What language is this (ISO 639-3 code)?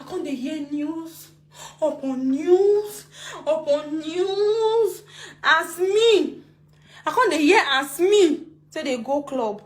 pcm